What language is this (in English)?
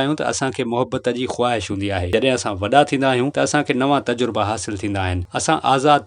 Sindhi